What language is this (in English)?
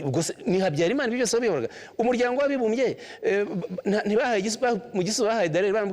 Kinyarwanda